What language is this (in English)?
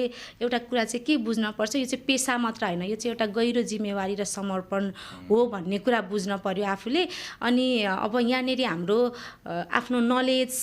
Nepali